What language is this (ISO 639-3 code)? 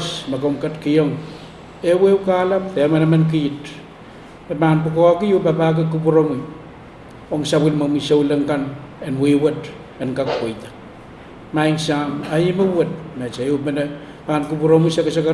pon